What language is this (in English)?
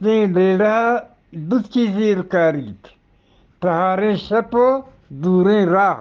Eastern Balochi